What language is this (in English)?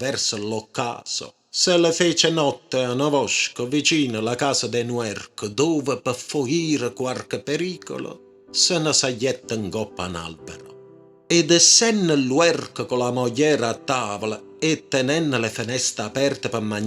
Neapolitan